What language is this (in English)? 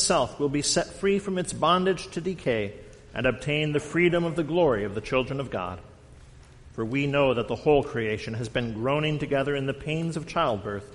English